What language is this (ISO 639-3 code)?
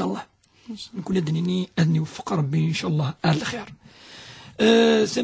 kab